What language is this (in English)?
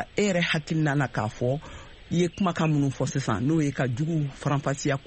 Bambara